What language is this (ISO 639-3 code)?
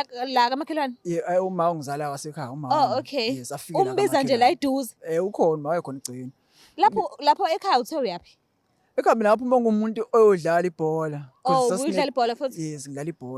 zul